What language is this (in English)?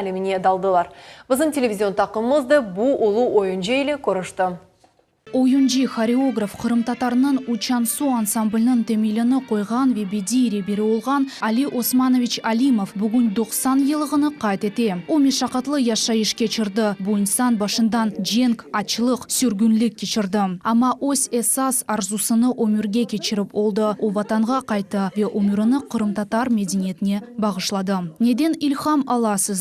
Crimean Tatar